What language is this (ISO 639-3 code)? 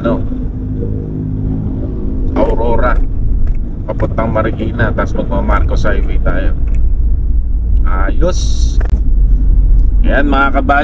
fil